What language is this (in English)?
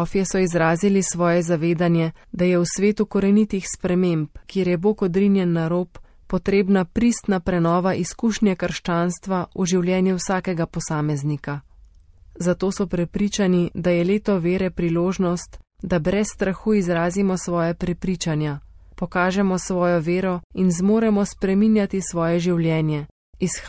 Slovenian